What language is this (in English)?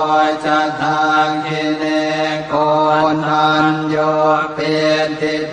Pali